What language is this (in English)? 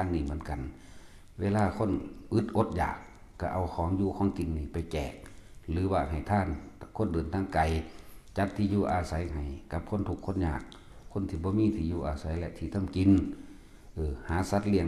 Lao